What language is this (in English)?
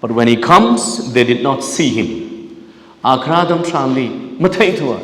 Tangkhul Naga (India)